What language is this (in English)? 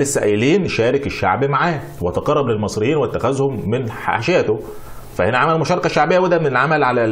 Egyptian Arabic